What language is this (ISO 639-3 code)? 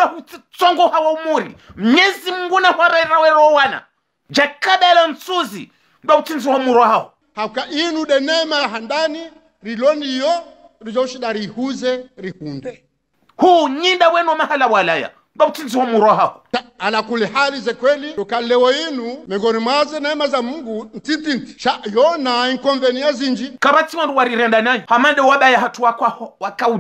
zdj